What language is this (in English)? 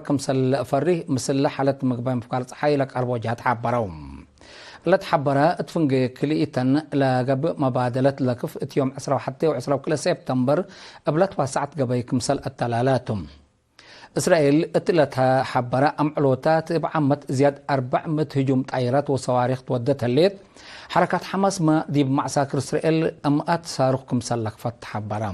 Tigre